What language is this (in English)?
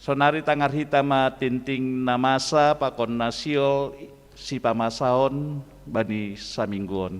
Batak Simalungun